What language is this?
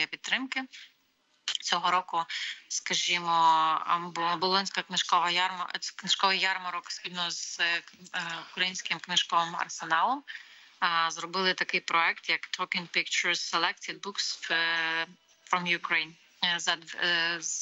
Ukrainian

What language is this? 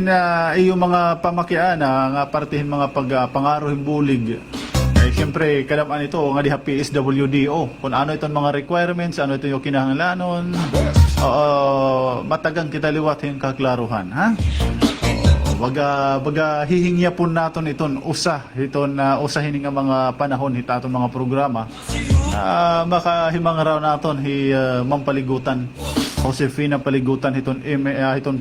Waray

